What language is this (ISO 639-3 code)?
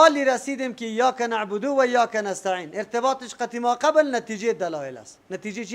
fas